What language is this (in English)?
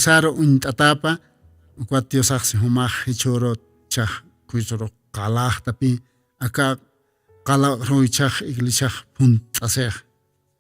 Aymara